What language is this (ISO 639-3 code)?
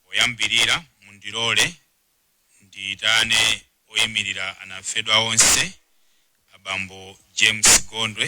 nya